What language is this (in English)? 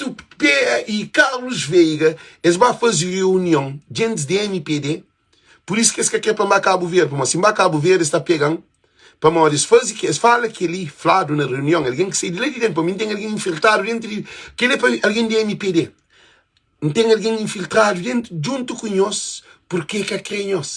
Kabuverdianu